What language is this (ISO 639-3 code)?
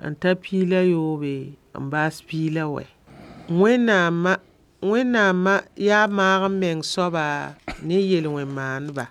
mos